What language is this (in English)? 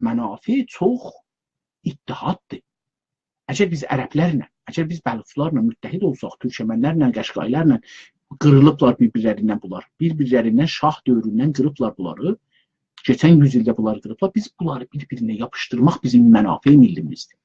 South Azerbaijani